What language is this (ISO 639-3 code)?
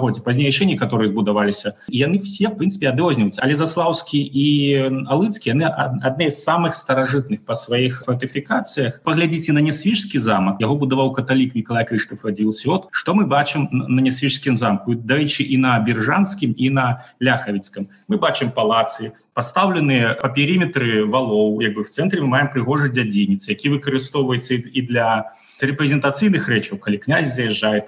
bel